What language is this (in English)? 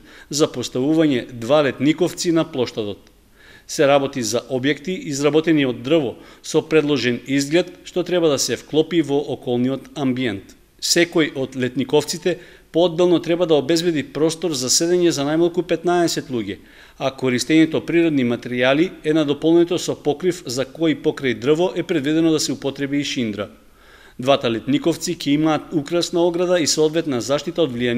Macedonian